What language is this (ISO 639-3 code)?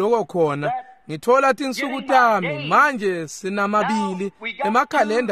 ssw